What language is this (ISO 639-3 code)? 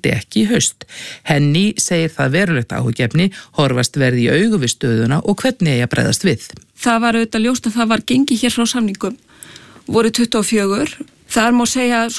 isl